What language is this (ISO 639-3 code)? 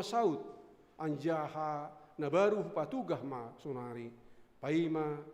bts